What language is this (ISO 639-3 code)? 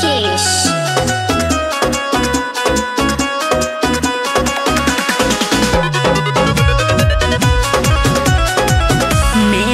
bho